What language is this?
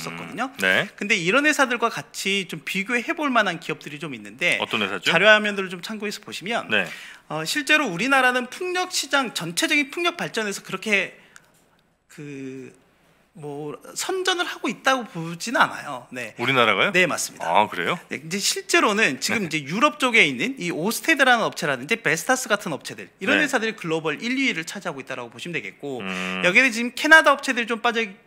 Korean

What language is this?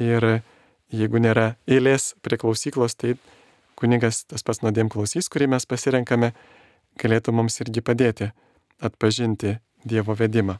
Lithuanian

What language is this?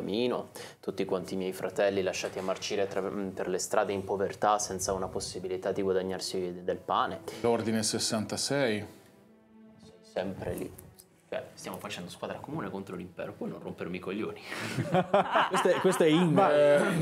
Italian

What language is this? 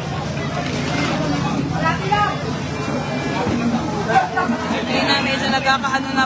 Filipino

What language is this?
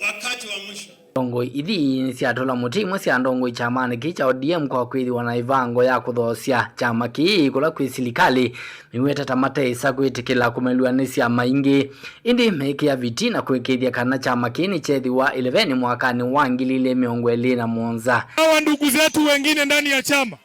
Kamba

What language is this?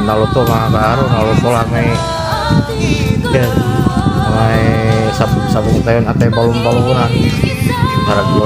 Pangasinan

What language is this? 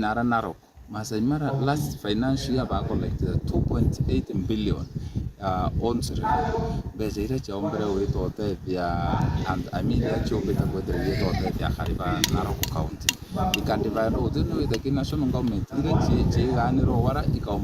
Meru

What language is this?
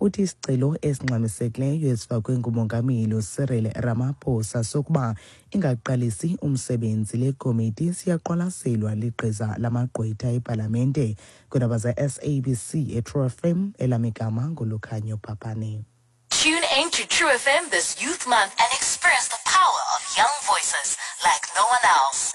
Xhosa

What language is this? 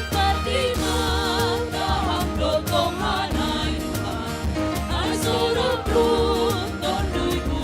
Batak Simalungun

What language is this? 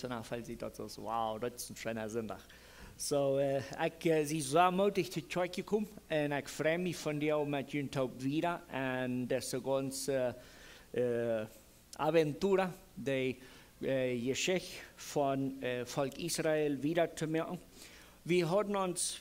Plautdietsch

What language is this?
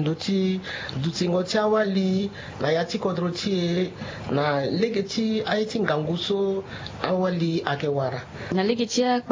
Sango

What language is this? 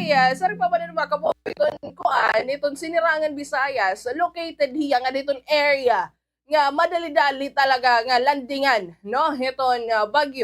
Waray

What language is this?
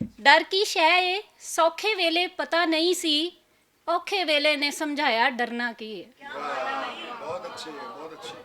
Western Panjabi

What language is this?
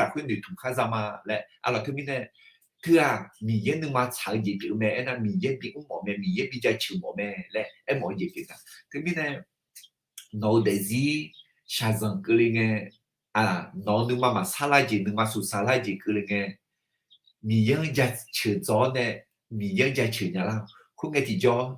Akha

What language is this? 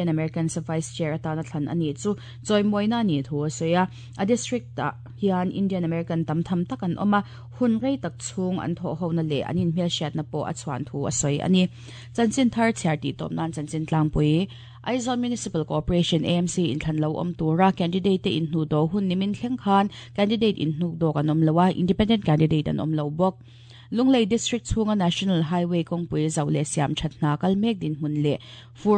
Mizo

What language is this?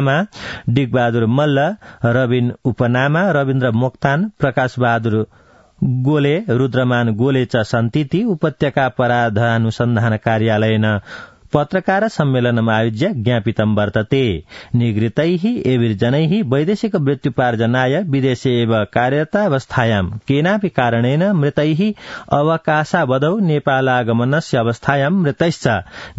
Sanskrit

